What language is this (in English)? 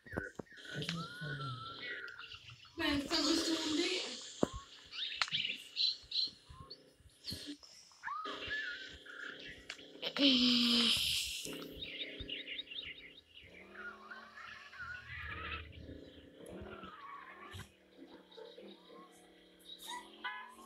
Romanian